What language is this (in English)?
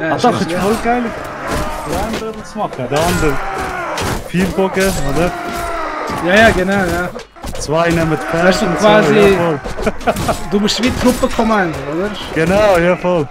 Swiss German